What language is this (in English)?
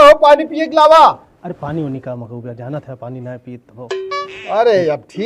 Awadhi